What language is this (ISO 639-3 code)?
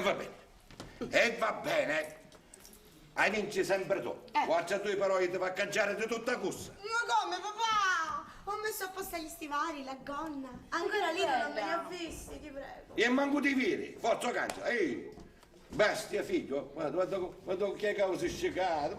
scn